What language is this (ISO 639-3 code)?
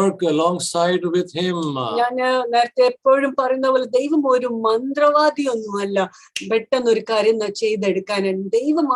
mal